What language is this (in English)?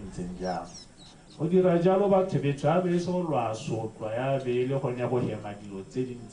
Tswana